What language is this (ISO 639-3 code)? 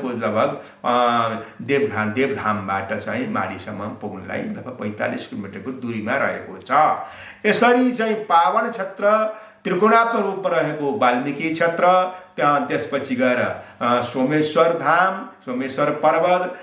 nep